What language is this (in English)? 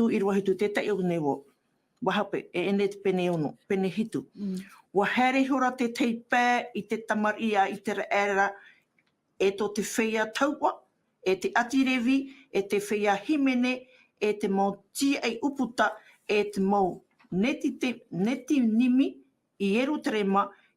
Tahitian